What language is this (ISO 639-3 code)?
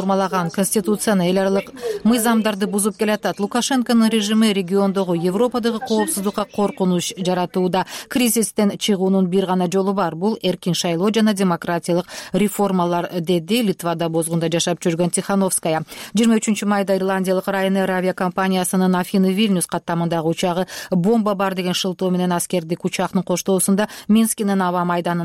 kir